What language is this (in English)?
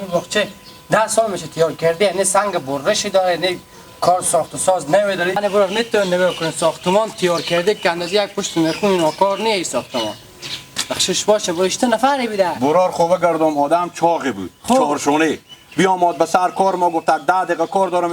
Hazaragi